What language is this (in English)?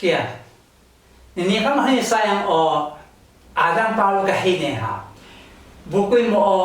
Taroko